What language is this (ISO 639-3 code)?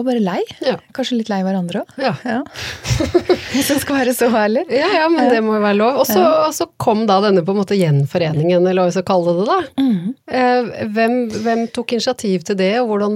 nor